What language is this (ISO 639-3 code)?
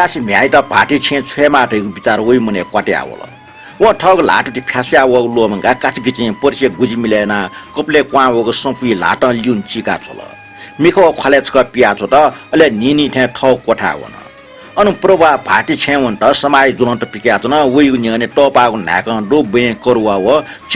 new